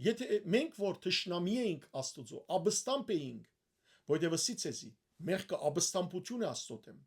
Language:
Western Armenian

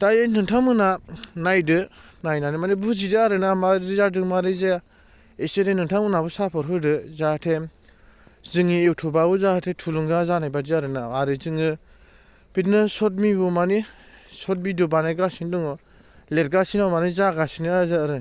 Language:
Bodo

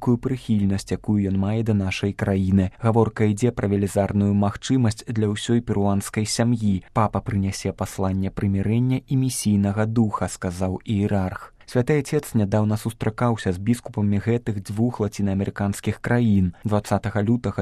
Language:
Belarusian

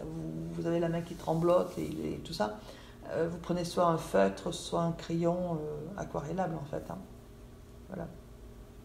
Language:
French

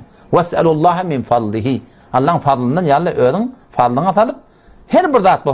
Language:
Turkmen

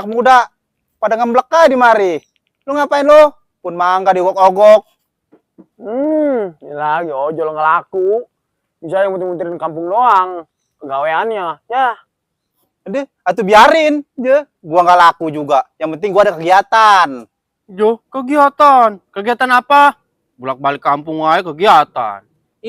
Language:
Betawi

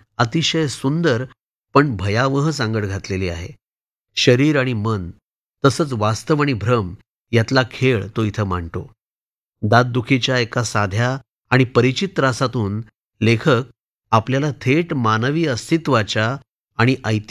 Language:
Marathi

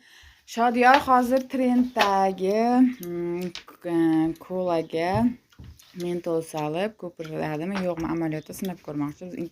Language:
Uzbek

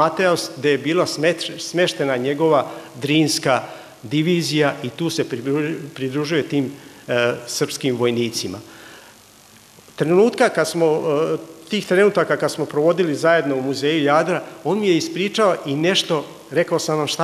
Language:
Serbian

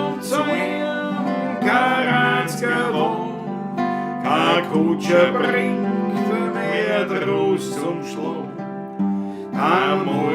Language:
Bavarian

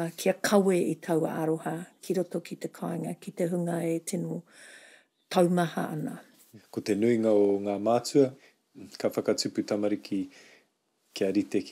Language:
Māori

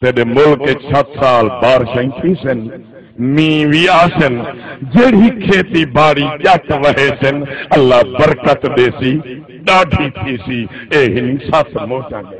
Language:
Saraiki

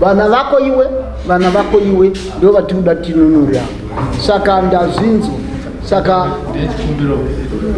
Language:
Shona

